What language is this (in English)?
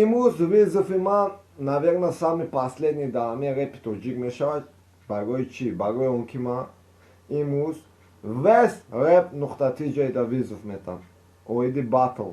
Tajik